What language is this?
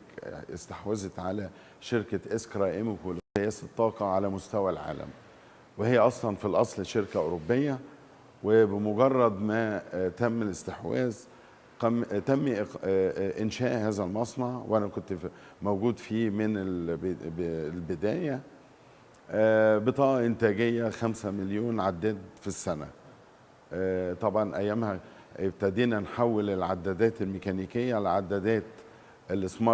Egyptian Arabic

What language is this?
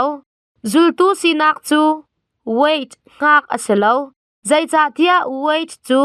Hakha Chin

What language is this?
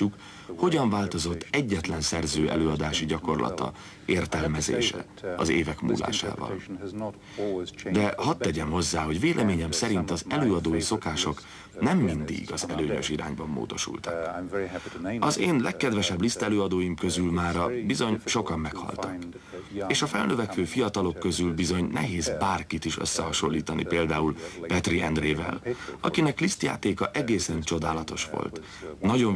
Hungarian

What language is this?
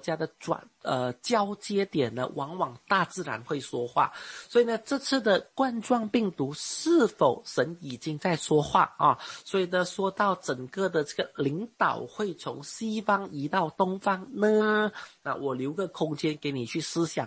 Chinese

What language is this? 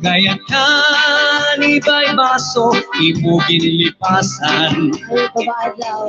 Waray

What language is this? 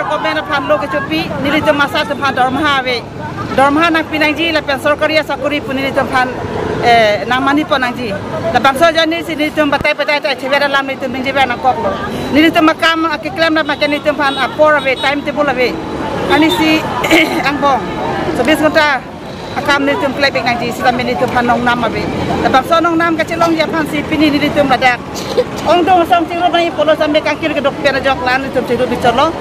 Karbi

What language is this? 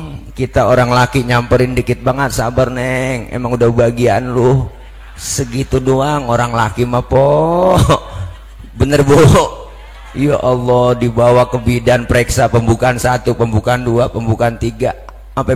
Betawi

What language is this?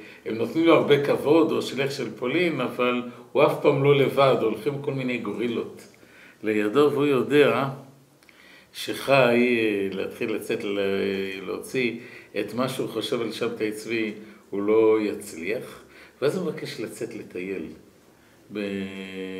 Hebrew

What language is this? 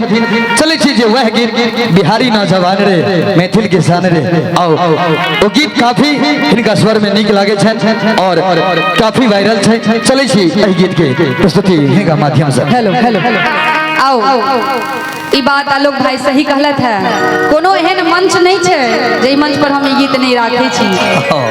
Maithili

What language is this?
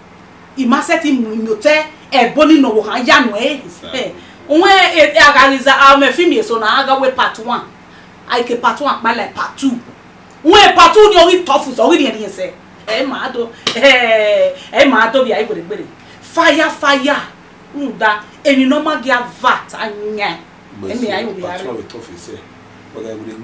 Bini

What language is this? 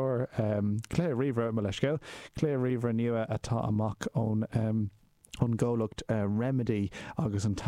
Irish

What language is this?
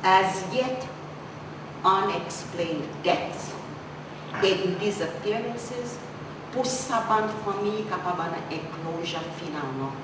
Seselwa Creole French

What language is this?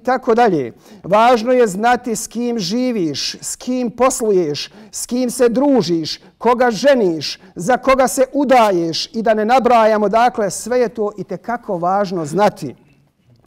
Bosnian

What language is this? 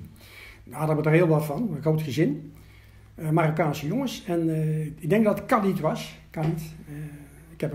Dutch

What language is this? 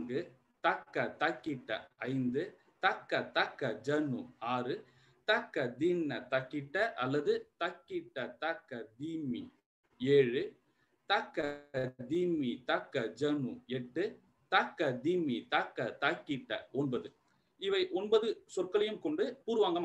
Tamil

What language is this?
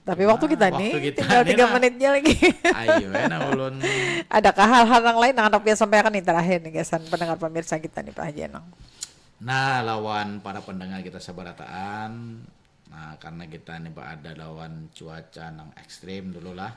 Banjar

